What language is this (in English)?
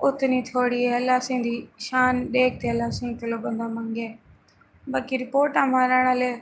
Saraiki